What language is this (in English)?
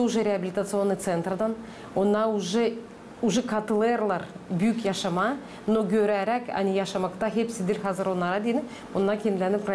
Gagauz